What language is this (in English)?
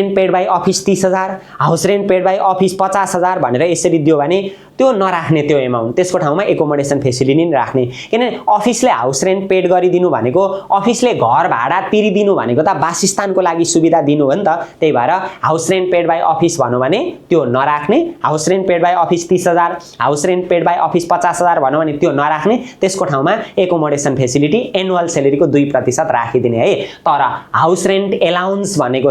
Nepali